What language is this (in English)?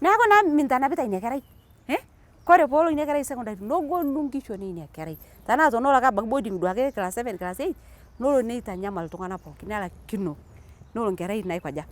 Masai